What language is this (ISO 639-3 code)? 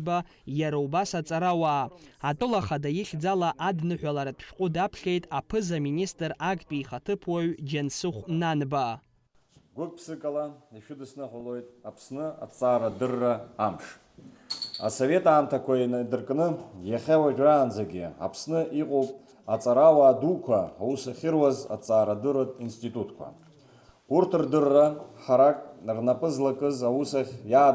abk